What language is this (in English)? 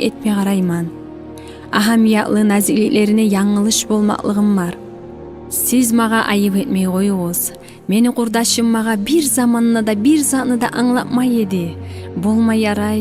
Kumyk